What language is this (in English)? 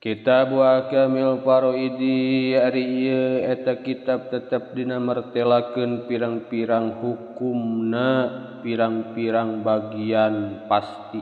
Sundanese